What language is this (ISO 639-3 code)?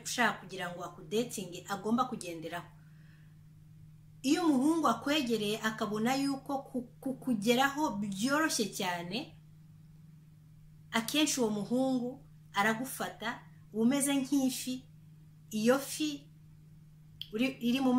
kin